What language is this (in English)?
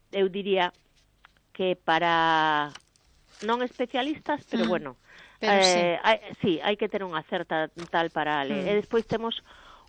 Galician